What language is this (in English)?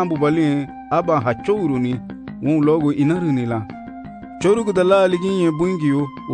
Garifuna